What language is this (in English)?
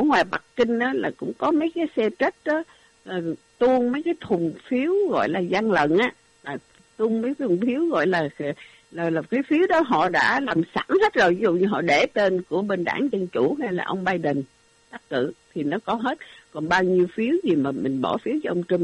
Vietnamese